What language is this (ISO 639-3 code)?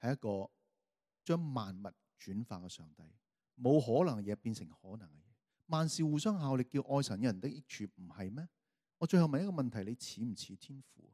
yue